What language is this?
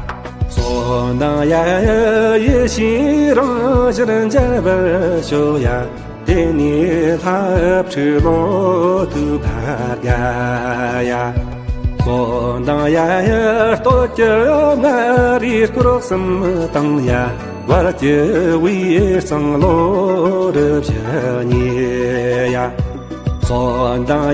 Tibetan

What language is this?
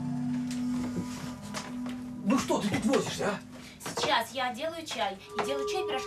Russian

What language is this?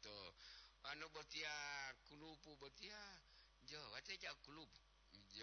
Gorontalo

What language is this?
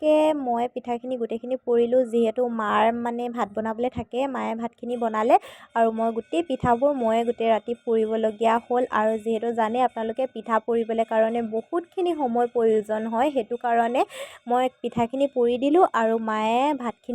Assamese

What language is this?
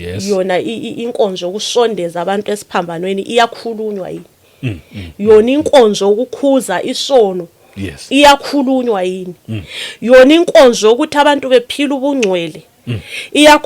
Zulu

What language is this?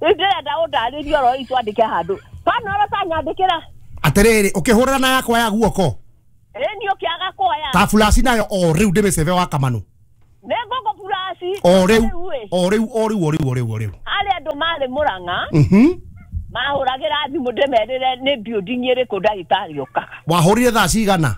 Kikuyu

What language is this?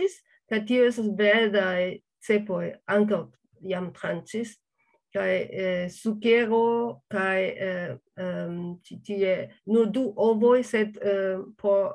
Esperanto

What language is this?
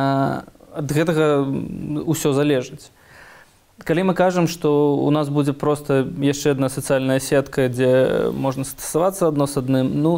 Belarusian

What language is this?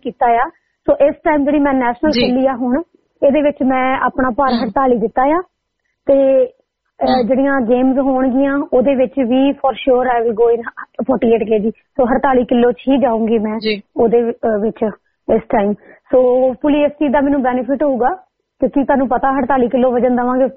Punjabi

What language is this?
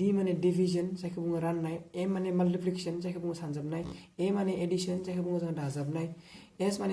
Bodo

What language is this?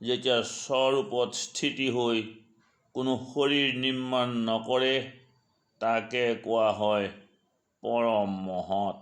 Assamese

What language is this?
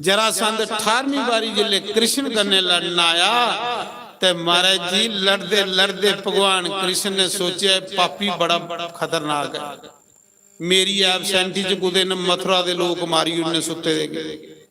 Dogri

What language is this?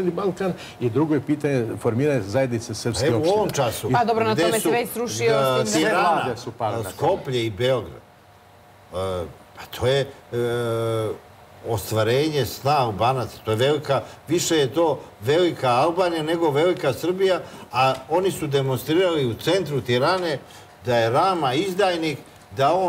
Serbian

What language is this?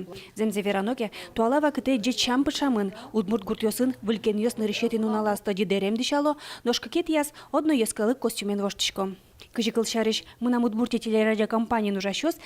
Udmurt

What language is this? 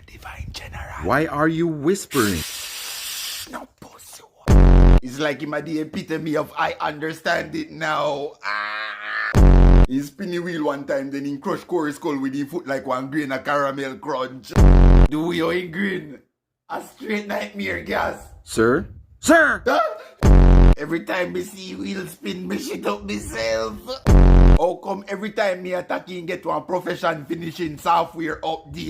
Jamaican Creole English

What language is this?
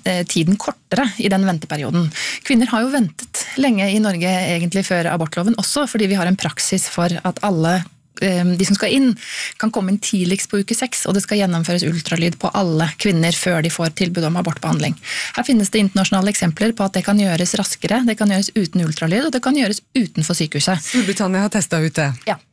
Norwegian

